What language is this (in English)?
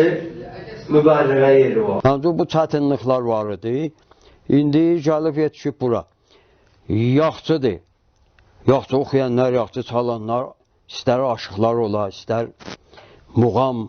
South Azerbaijani